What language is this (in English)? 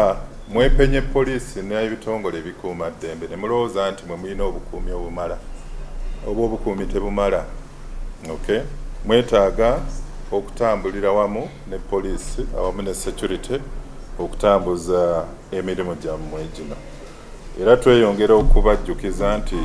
Ganda